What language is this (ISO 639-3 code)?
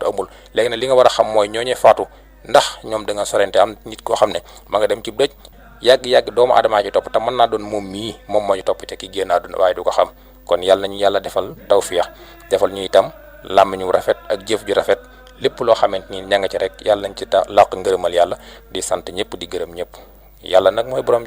wol